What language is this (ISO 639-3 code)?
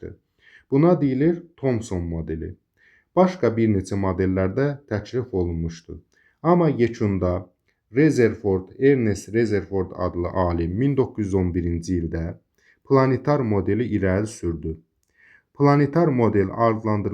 aze